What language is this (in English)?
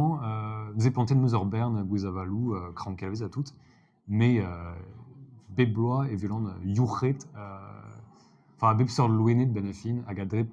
Breton